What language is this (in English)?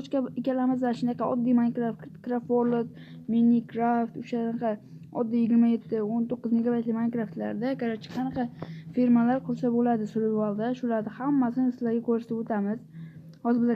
Uzbek